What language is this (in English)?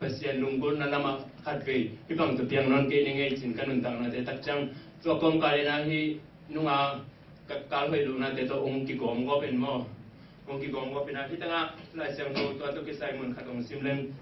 Tedim Chin